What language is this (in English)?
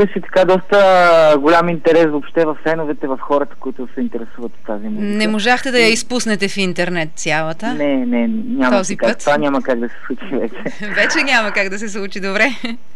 Bulgarian